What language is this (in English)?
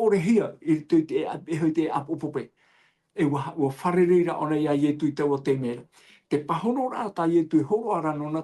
Tahitian